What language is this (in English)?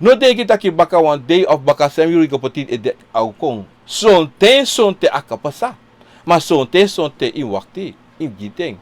Sranan Tongo